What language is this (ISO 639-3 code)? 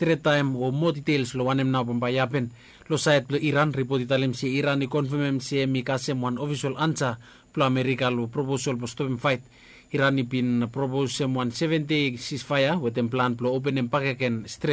bis